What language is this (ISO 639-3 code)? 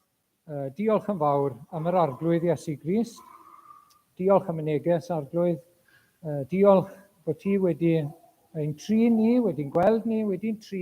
cym